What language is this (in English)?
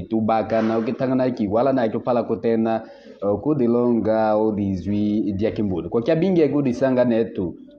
Kimbundu